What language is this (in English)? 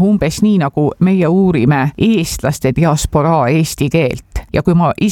Estonian